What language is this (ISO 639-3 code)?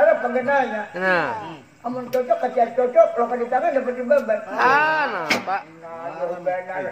bjn